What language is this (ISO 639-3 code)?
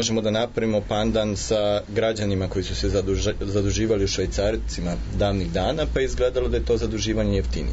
srp